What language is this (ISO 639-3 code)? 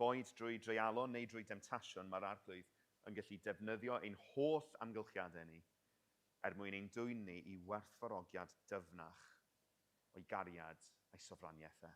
cym